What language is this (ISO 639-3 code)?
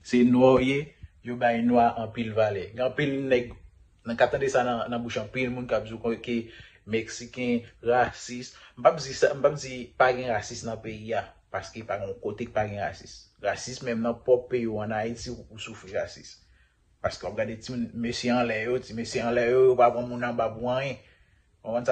hat